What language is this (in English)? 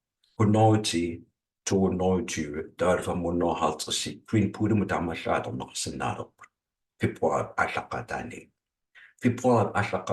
Kalaallisut